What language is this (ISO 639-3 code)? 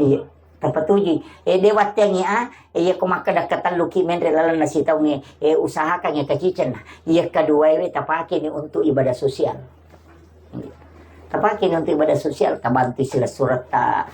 bug